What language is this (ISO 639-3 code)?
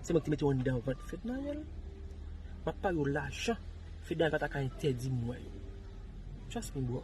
hat